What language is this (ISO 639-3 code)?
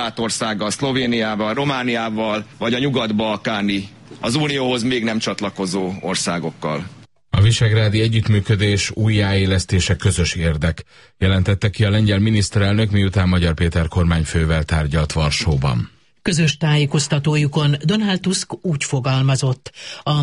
hun